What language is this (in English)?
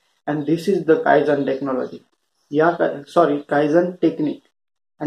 Marathi